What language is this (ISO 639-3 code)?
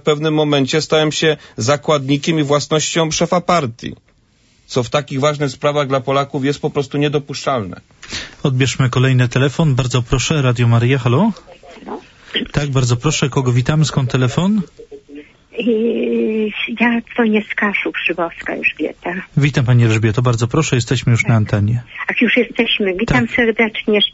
pol